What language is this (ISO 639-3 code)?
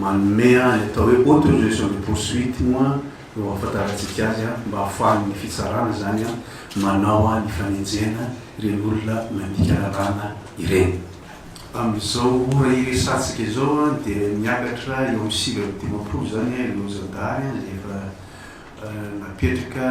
mlg